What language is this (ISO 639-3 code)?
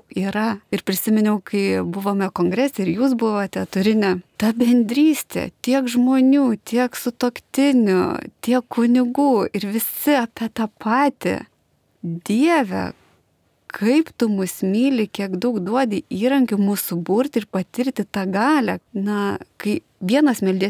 lit